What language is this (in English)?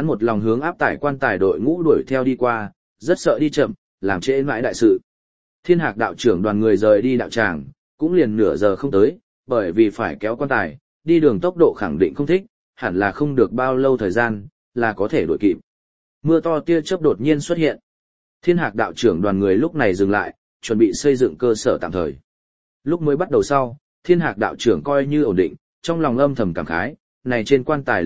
Vietnamese